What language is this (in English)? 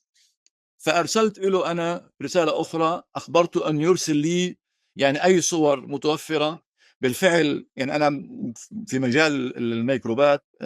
North Levantine Arabic